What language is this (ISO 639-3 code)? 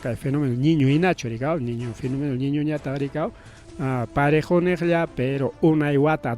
quy